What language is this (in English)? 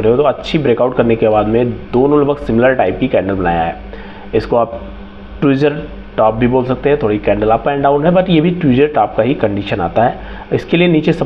Hindi